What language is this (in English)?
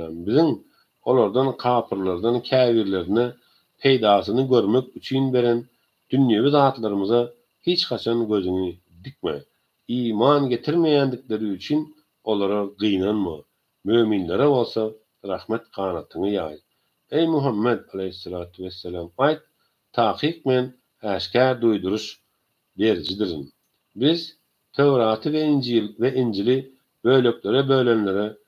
Turkmen